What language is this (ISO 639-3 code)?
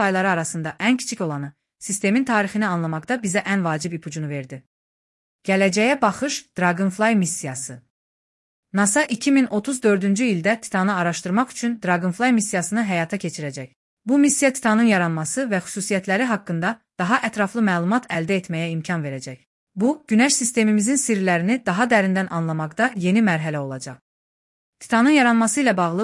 aze